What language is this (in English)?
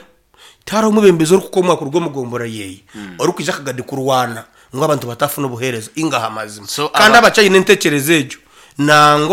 Nyankole